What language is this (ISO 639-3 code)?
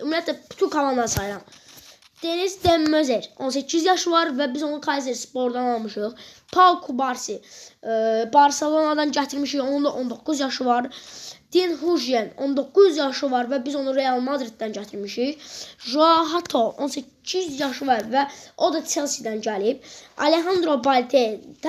aze